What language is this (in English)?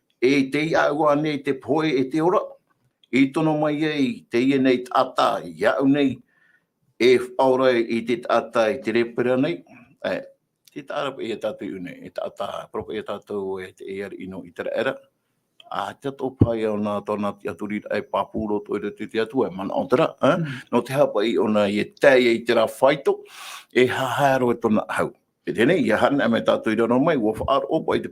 Tahitian